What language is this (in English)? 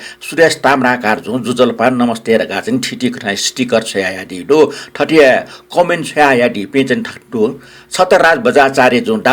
Newari